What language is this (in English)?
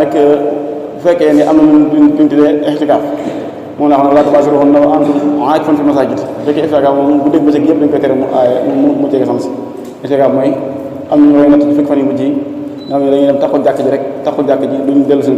Wolof